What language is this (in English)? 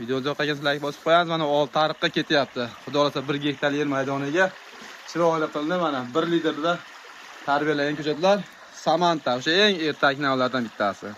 Uzbek